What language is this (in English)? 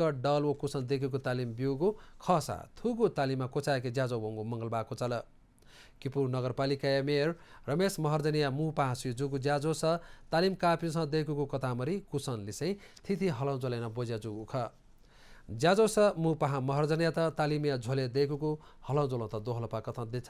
Newari